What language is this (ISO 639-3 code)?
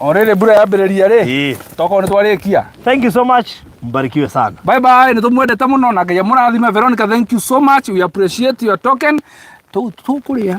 kik